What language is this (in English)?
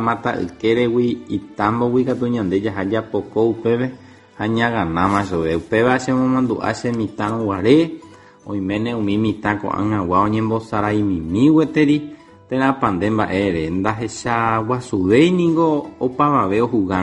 Guarani